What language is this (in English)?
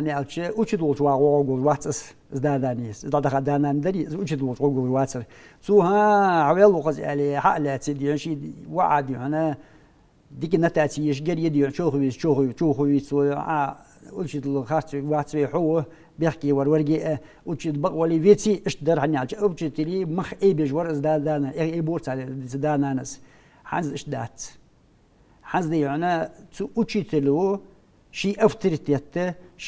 Ingush